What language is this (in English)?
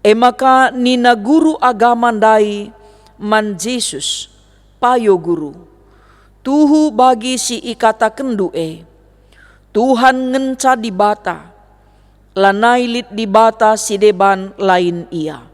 Batak Karo